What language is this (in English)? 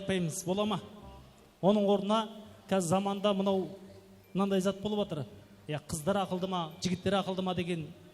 Kara-Kalpak